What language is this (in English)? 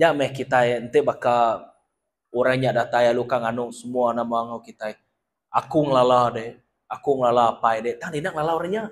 Iban